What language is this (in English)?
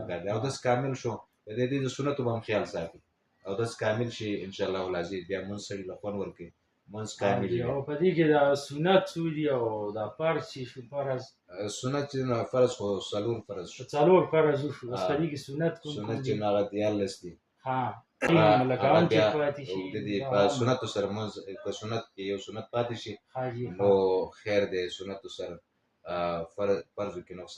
Pashto